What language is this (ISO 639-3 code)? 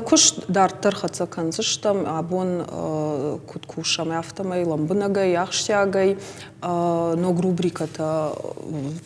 oss